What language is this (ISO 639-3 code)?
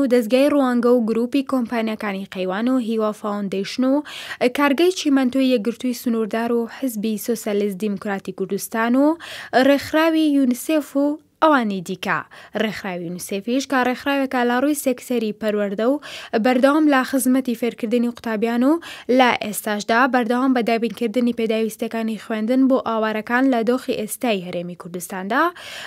ckb